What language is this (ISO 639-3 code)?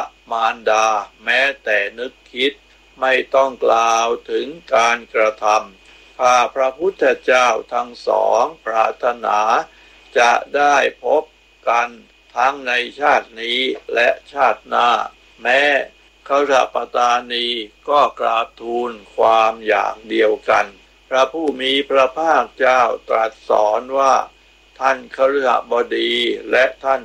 tha